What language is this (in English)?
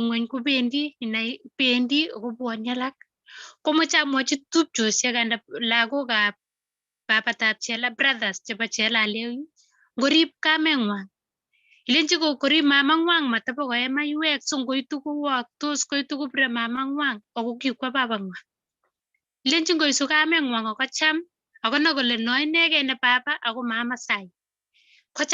Kalenjin